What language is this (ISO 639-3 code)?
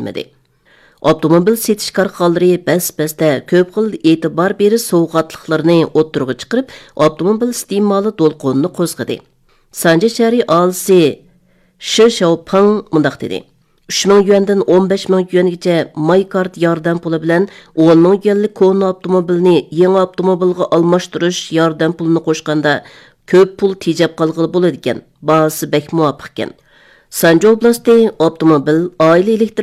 uig